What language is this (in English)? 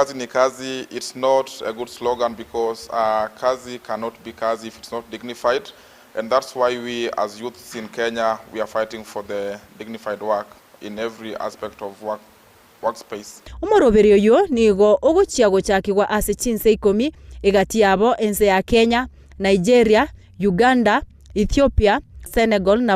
Gusii